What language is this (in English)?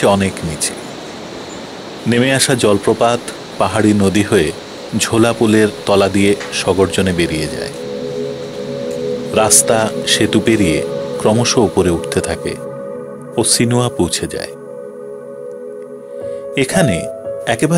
Bangla